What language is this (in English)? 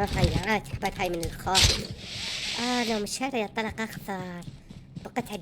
Mesopotamian Arabic